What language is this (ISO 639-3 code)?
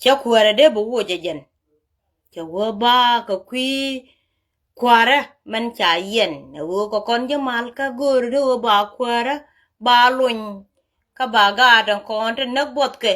nus